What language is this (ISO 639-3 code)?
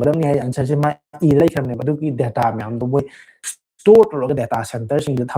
mni